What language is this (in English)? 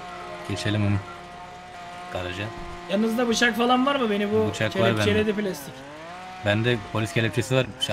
Turkish